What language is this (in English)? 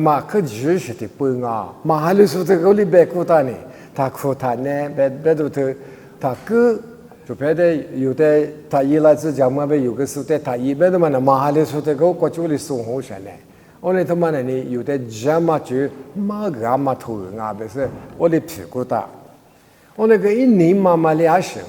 Lisu